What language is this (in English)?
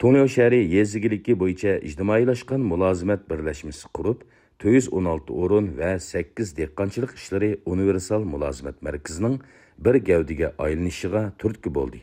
Uyghur